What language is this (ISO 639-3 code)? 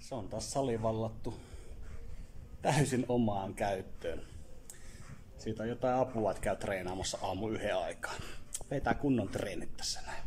fin